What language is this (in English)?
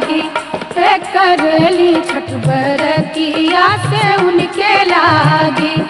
Bhojpuri